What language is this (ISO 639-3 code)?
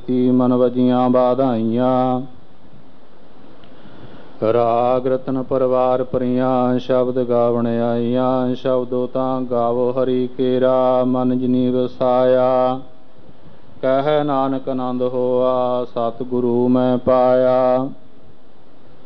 pan